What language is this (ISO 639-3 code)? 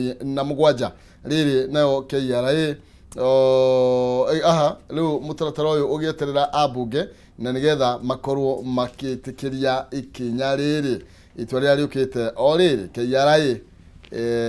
kik